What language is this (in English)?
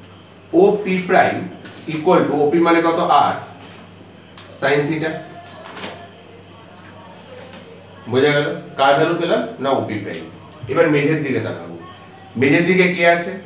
Bangla